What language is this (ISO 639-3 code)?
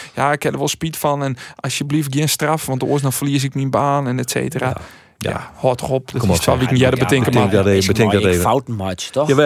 fry